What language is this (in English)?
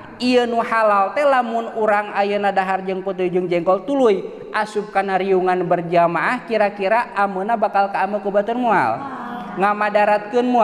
Sundanese